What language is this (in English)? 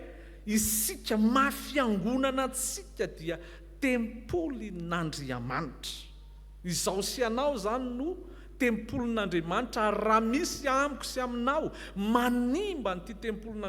Malagasy